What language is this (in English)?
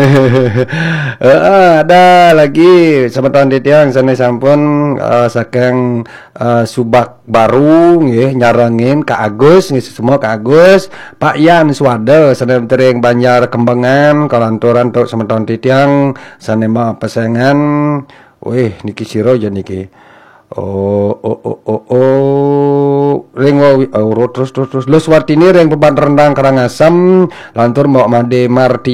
Balinese